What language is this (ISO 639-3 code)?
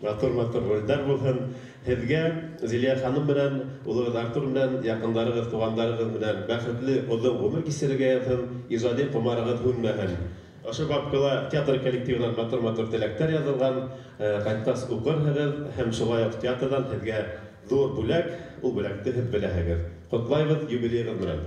bak